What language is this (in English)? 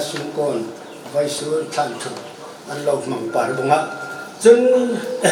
Hmar